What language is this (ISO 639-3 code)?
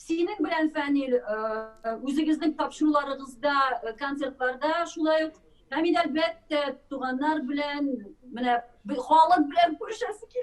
tat